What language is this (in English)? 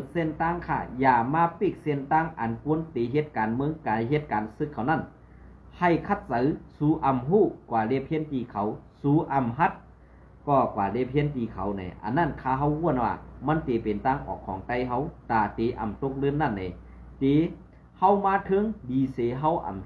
Shan